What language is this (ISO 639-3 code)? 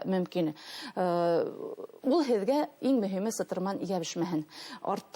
bak